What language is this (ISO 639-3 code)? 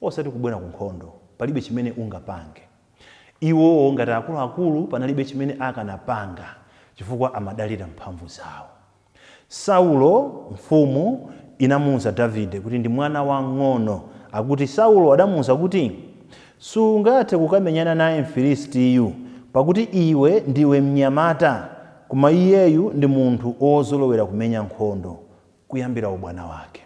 nya